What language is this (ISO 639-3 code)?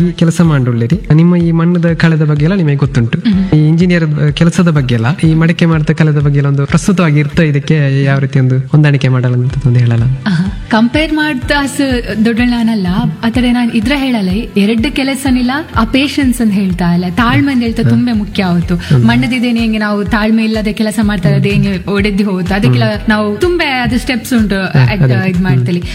kan